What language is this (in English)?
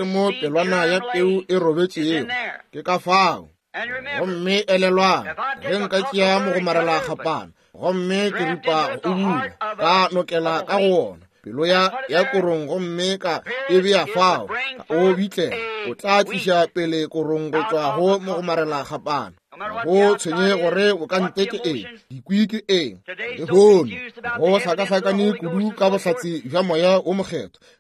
Northern Sotho